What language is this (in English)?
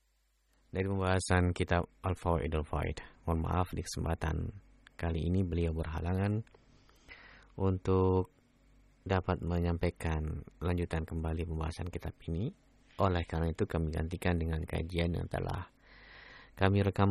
Indonesian